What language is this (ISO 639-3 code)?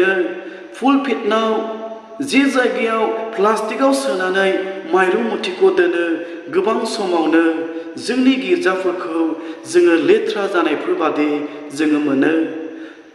brx